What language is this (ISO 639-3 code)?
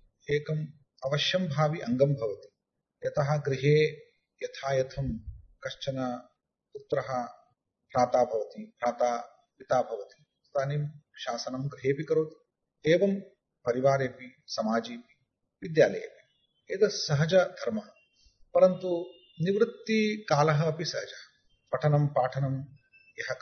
san